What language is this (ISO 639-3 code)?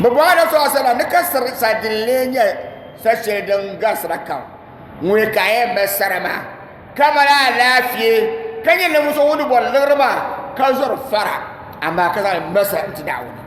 dag